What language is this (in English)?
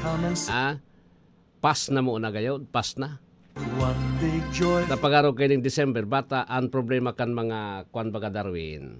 Bikol